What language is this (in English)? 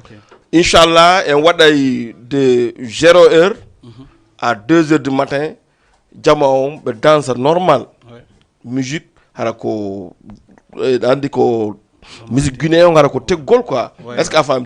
Fula